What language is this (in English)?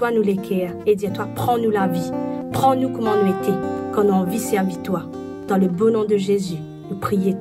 Morisyen